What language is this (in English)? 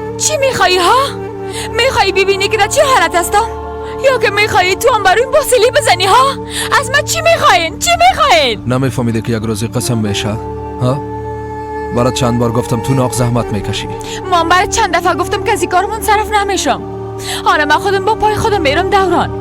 Persian